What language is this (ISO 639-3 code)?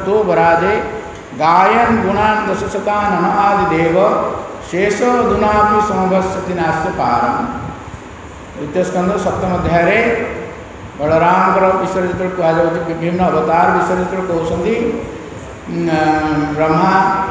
ori